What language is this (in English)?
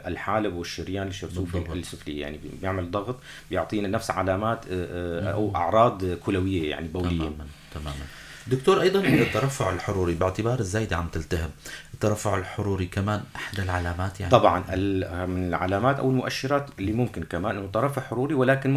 North Levantine Arabic